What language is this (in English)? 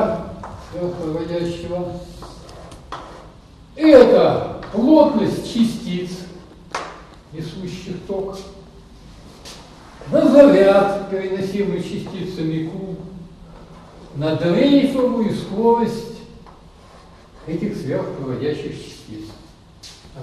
Russian